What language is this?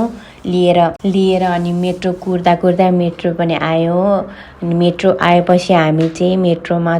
Nepali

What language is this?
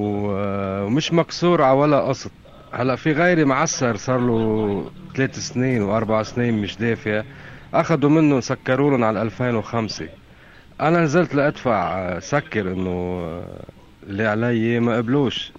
North Levantine Arabic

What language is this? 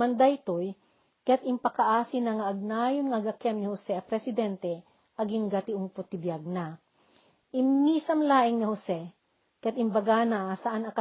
Iloko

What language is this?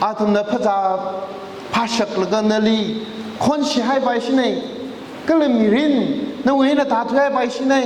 Tangkhul Naga (India)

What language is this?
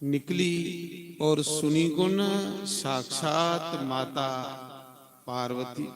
Dogri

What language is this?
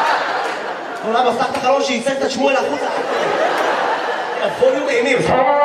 Hebrew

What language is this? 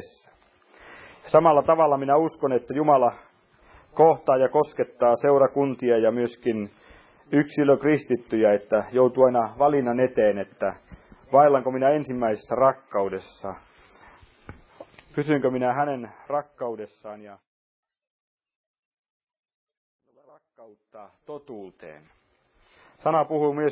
Finnish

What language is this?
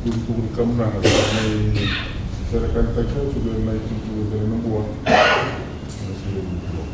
Fijian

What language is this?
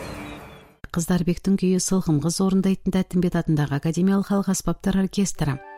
Kazakh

